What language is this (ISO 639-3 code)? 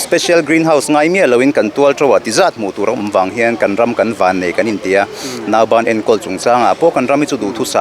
lus